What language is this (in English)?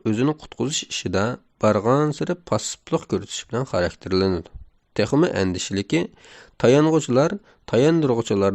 Uyghur